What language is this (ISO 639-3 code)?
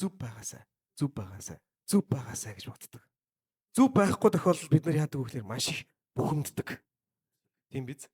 mon